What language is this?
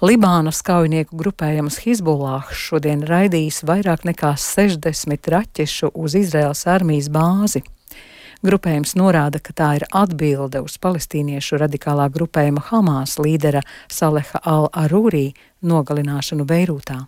Latvian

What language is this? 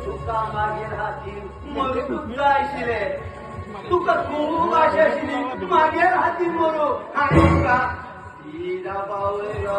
Konkani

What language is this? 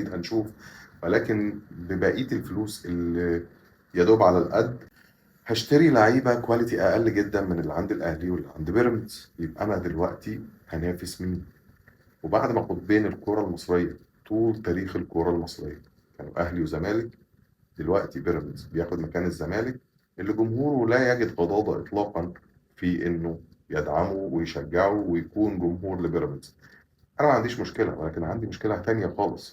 Egyptian Arabic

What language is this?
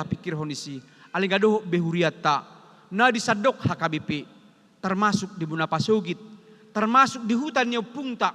Batak Toba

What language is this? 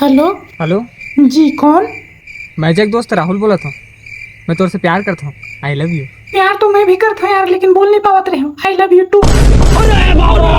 Chhattisgarhi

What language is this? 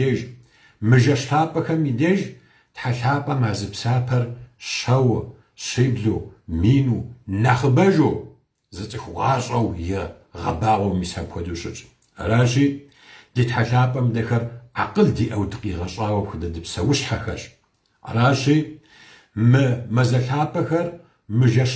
Kabardian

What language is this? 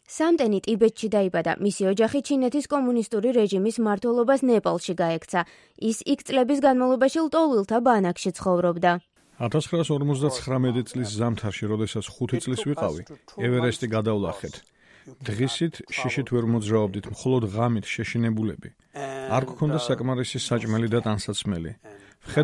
Georgian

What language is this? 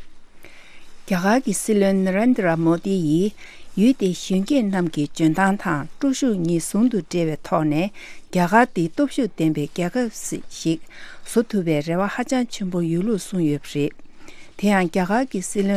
Tibetan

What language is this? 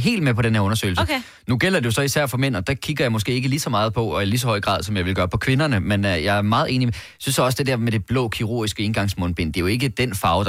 Danish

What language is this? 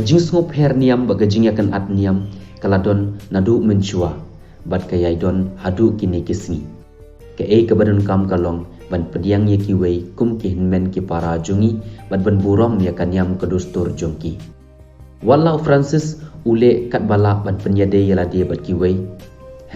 Khasi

